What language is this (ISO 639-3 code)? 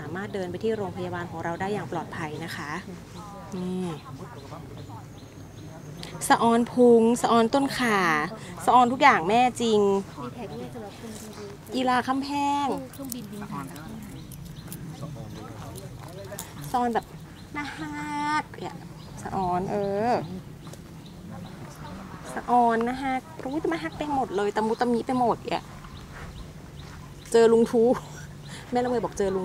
tha